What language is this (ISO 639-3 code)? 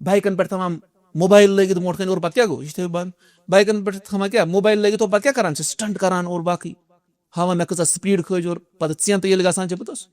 kas